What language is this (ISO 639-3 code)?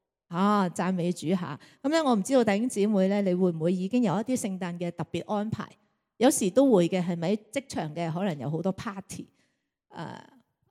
yue